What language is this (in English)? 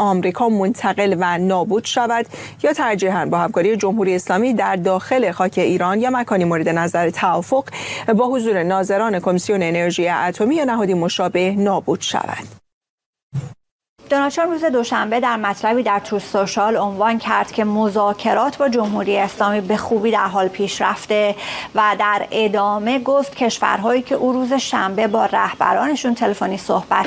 Persian